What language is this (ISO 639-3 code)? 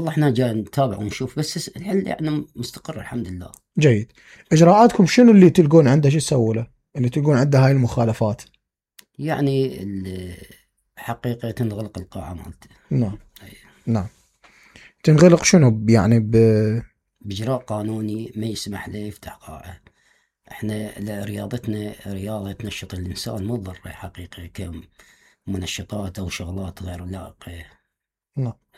acm